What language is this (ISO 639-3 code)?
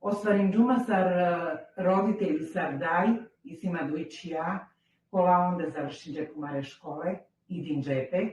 rmn